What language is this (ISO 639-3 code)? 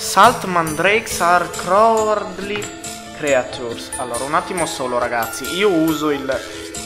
ita